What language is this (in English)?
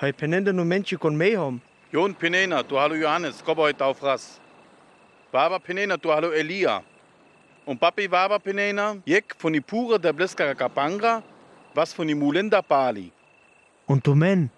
Sinte Romani